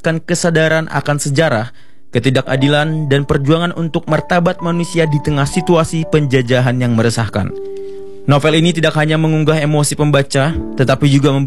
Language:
Indonesian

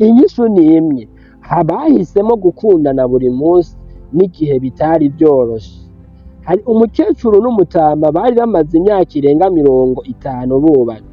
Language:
Rundi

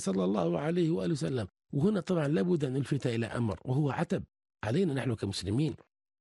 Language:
Arabic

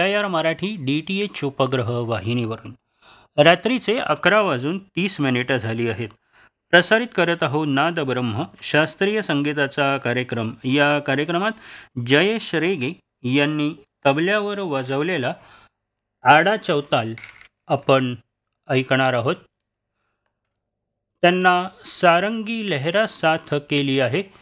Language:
Marathi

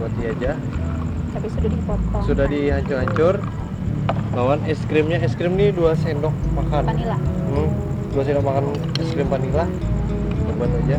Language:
Banjar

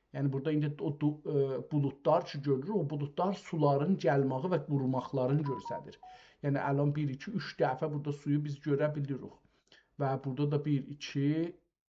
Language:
South Azerbaijani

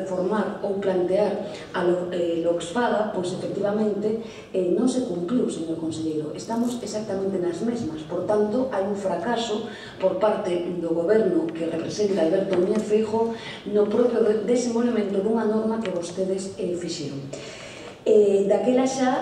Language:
Galician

